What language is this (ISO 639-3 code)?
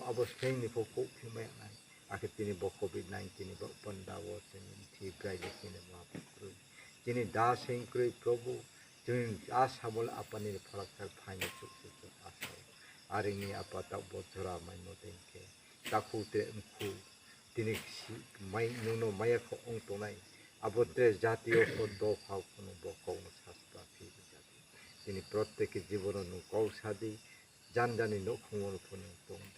trp